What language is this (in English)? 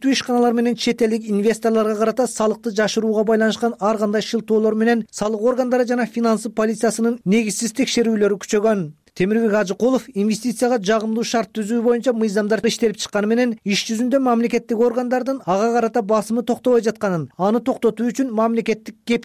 Kyrgyz